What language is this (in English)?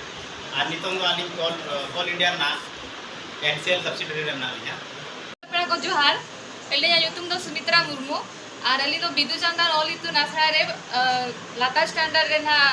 Santali